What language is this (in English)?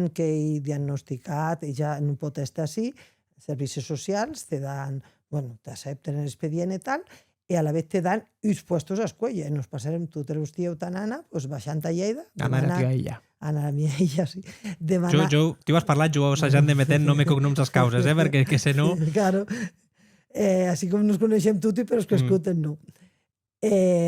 Occitan